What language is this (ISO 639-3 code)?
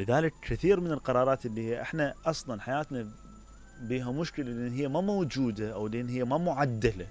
acm